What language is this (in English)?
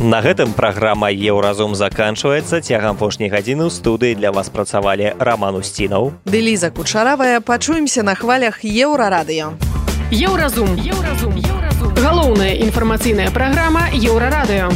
Belarusian